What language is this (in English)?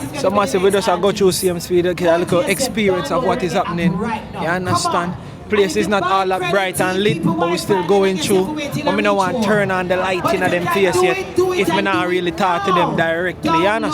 Jamaican Creole English